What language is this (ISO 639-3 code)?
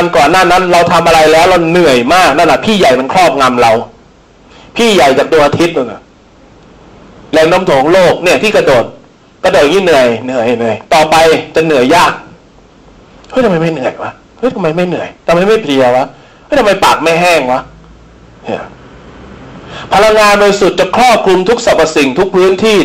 tha